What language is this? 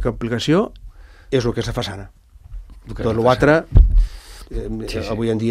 Catalan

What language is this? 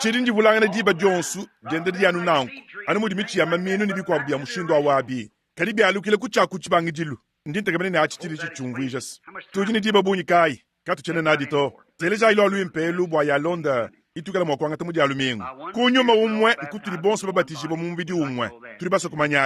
Luba-Lulua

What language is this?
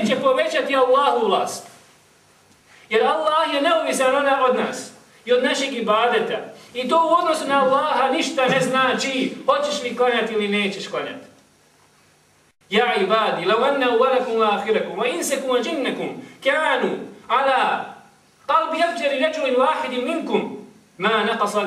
Bosnian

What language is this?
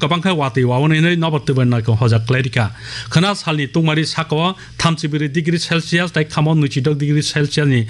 Kok Borok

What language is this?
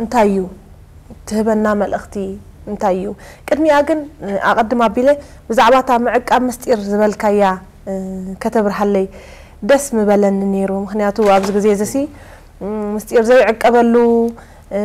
Tigrinya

